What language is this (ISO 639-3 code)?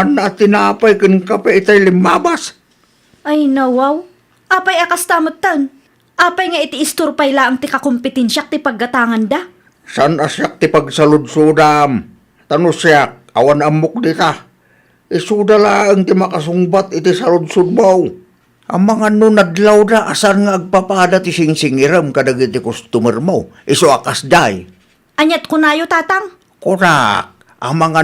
ilo